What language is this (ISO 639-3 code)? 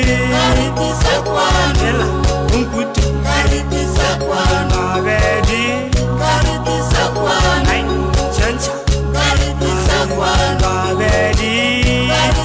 nso